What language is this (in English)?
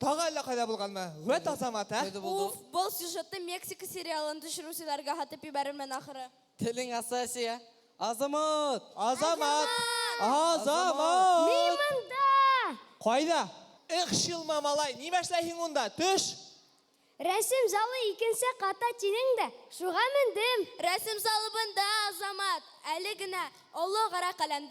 Bashkir